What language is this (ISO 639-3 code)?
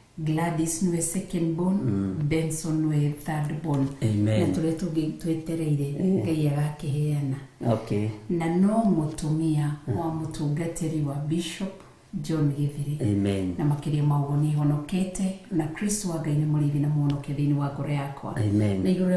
kik